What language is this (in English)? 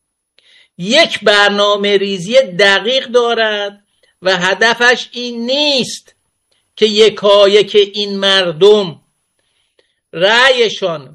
Persian